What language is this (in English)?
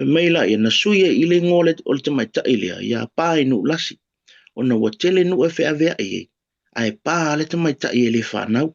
Samoan